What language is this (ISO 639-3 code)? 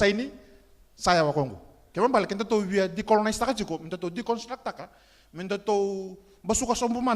fij